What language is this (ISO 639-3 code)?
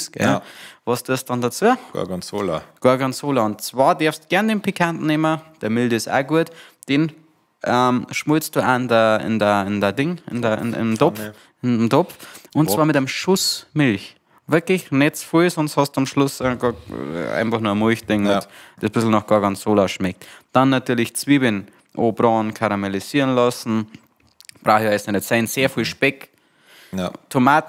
bar